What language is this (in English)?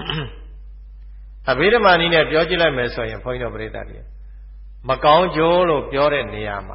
Burmese